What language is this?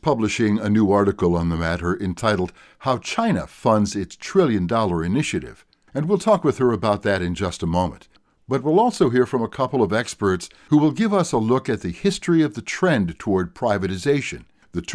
English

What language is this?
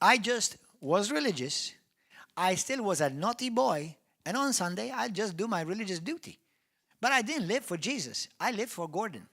English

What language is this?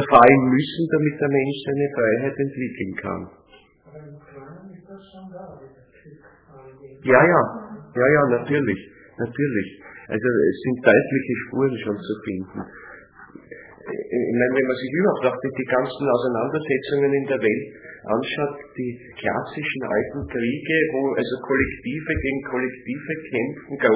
German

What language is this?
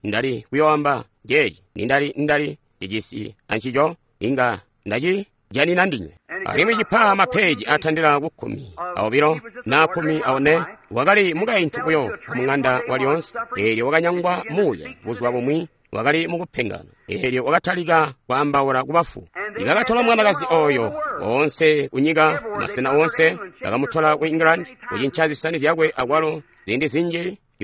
Tonga (Zambia)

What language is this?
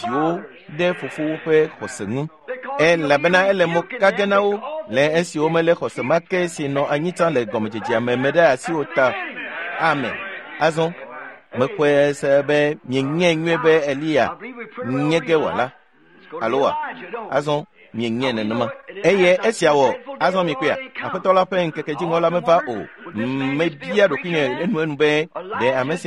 Ewe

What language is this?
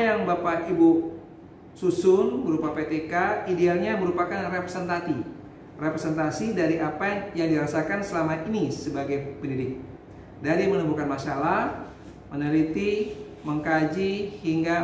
Indonesian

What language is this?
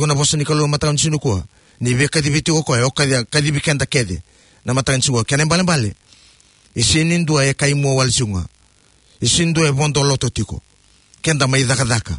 Fijian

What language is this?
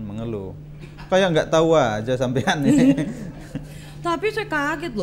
Indonesian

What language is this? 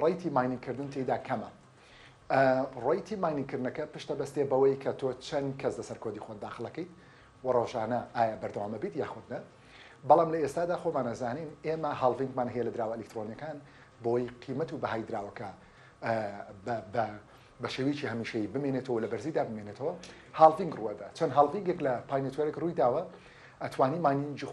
Central Kurdish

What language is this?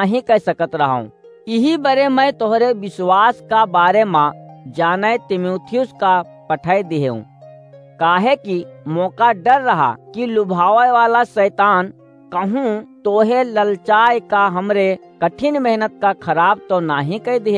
Awadhi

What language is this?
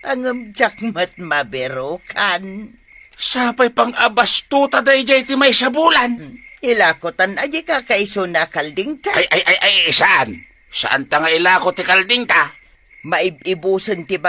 Iloko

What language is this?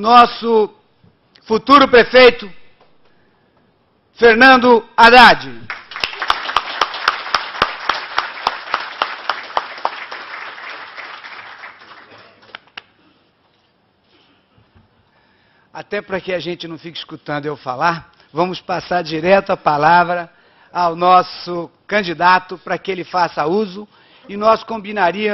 Portuguese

